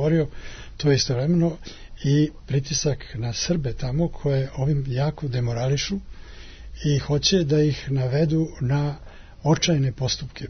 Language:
Serbian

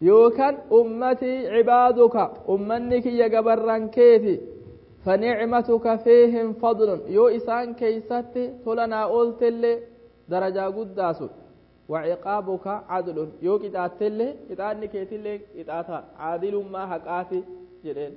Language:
Oromo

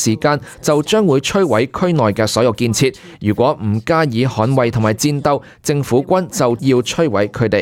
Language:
Cantonese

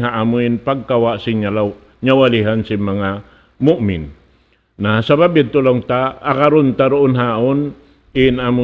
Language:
Tausug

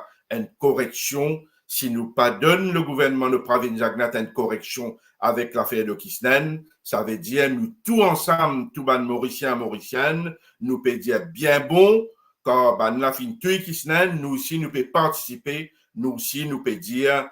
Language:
Morisyen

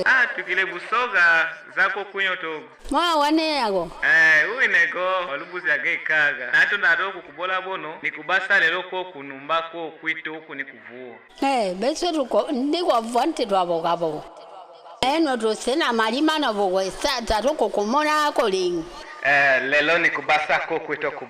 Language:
Lega-Shabunda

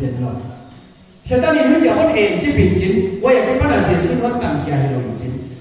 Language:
Paite Chin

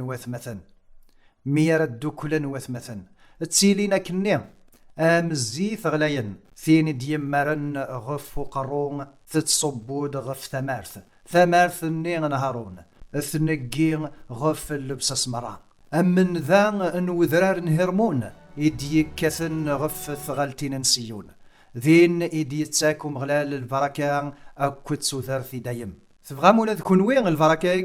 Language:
Kabyle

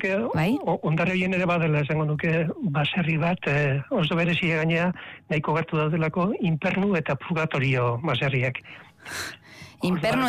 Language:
Basque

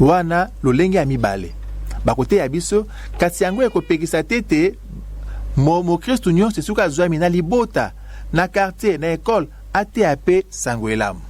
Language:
Lingala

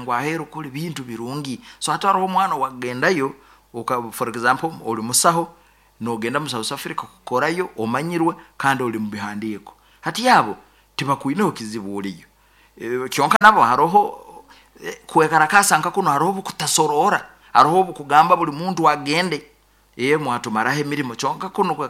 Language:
Nyoro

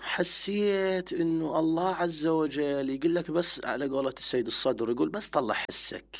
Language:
Mesopotamian Arabic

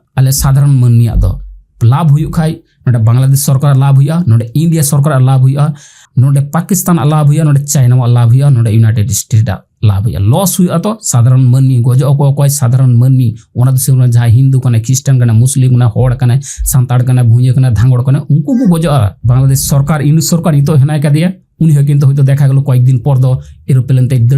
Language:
Santali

